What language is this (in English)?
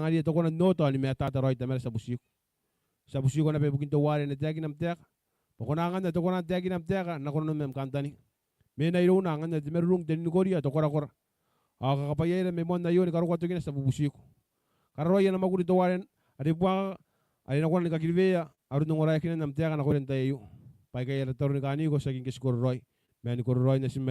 Gilbertese